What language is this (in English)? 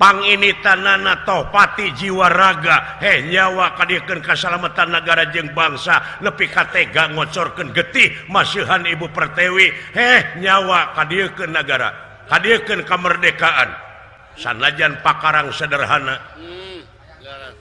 Sundanese